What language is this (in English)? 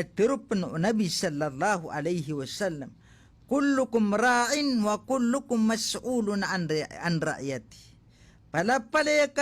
Maranao